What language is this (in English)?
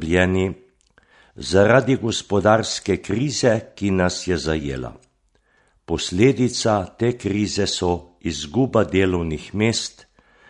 Slovenian